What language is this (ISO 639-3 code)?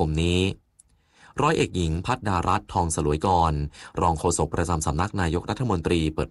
tha